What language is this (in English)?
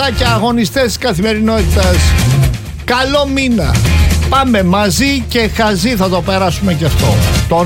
Greek